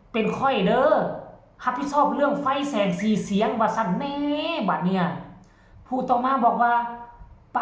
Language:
Northeastern Thai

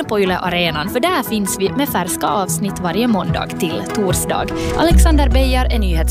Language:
Swedish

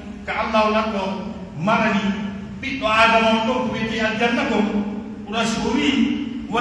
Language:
Pular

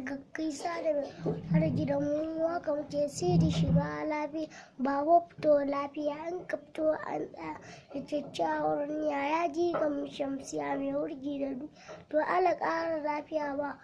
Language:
Hausa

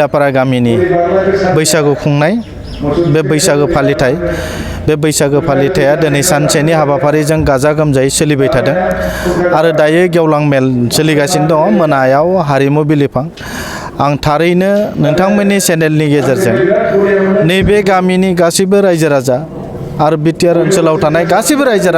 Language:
Bodo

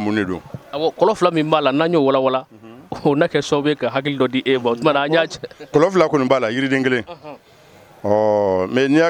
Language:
Bambara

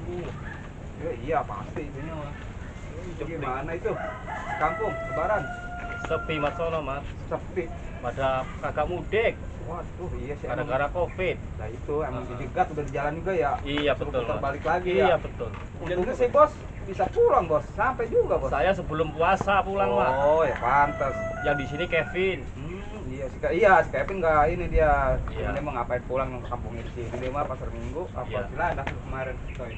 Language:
Betawi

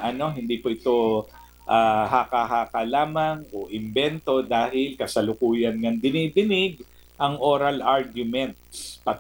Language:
Filipino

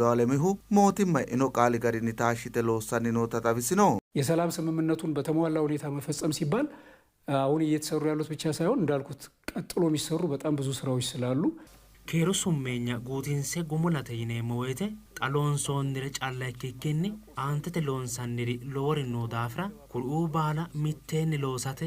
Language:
Sidamo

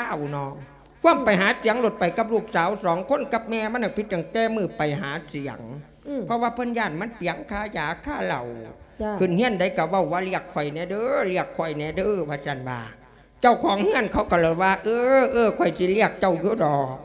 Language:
Lao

